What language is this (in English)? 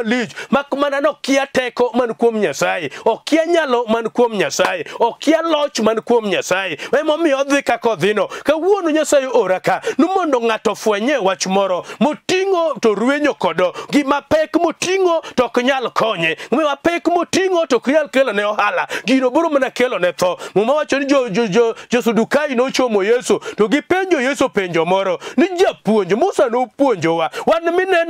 Luo (Kenya and Tanzania)